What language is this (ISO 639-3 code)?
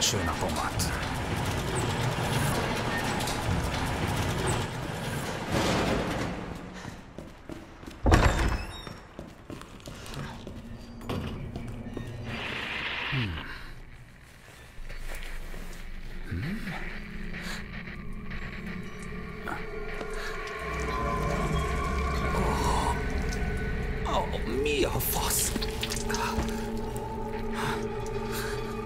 hun